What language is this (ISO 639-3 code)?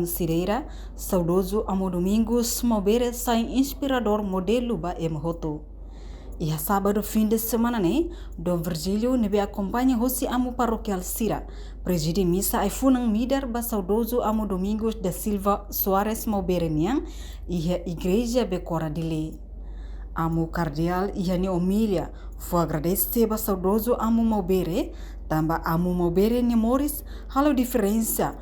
tet